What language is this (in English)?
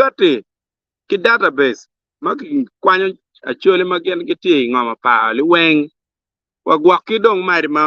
Acoli